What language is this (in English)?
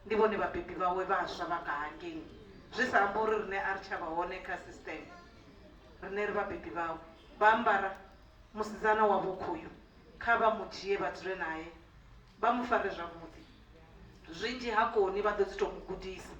Venda